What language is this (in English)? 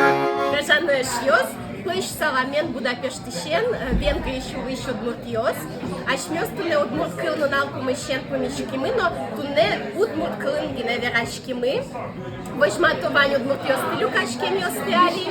Udmurt